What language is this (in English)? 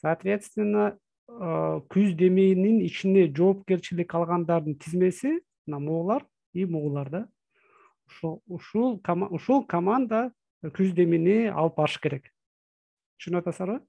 Kyrgyz